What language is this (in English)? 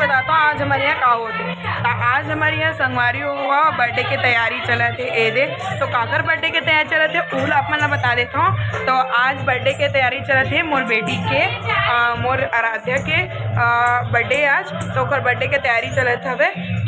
Chhattisgarhi